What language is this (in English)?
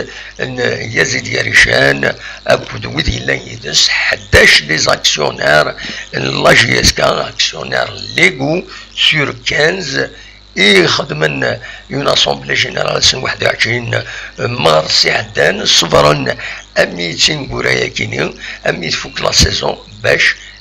Kabyle